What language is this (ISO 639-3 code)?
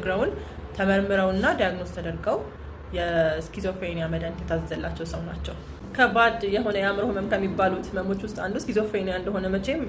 amh